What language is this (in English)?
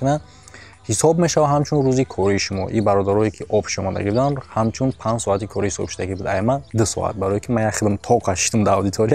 Tajik